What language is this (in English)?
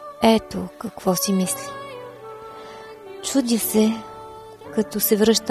Bulgarian